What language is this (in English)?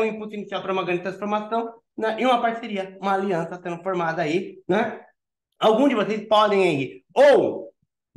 Portuguese